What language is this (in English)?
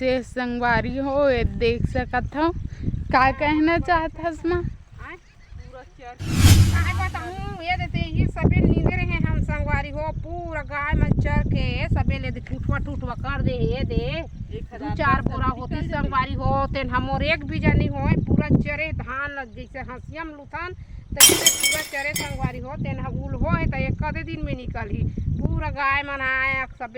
Chhattisgarhi